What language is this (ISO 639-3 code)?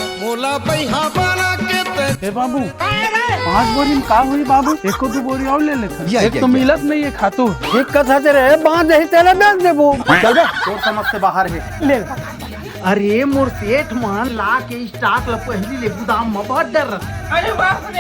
hne